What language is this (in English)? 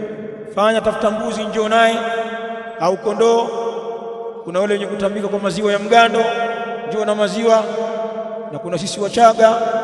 Swahili